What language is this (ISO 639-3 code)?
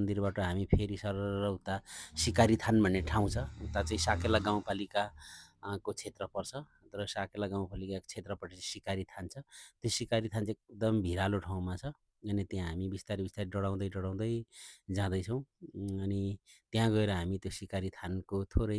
nep